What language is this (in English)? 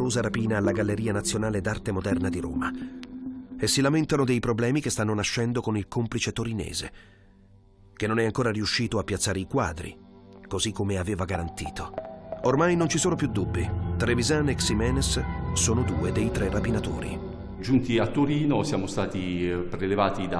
Italian